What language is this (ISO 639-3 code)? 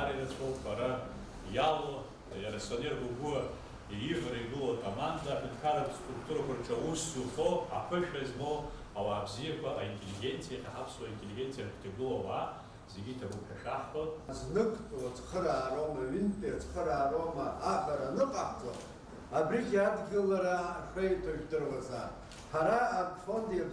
abk